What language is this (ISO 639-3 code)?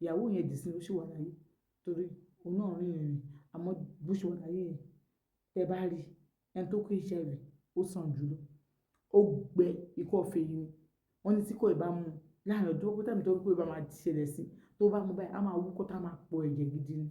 yor